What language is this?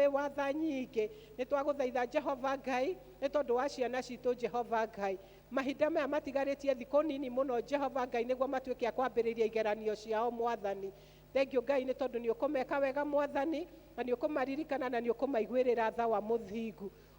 Kikuyu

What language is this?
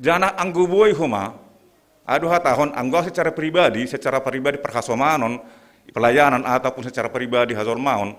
Batak Simalungun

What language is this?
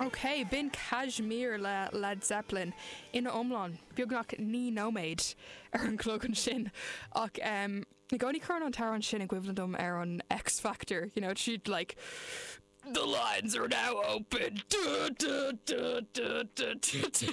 Irish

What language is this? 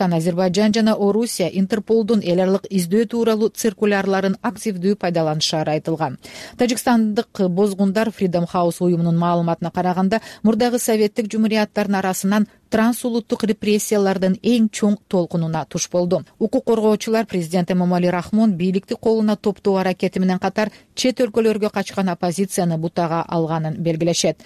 Kyrgyz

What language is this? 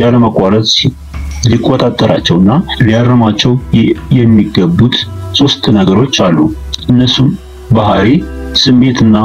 Amharic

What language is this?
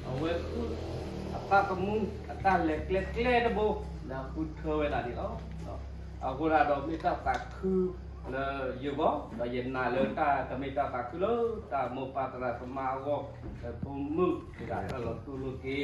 S'gaw Karen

